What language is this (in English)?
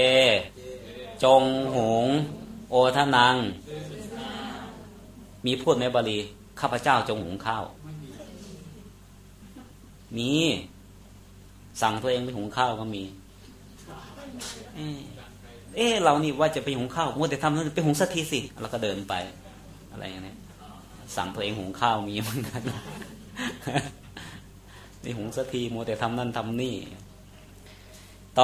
Thai